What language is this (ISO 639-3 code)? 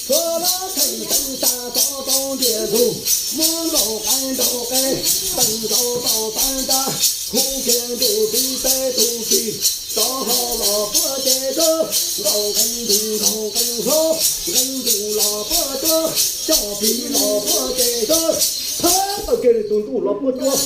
hmn